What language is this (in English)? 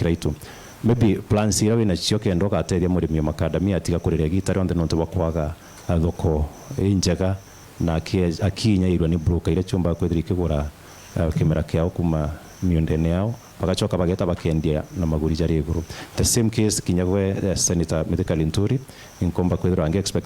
Meru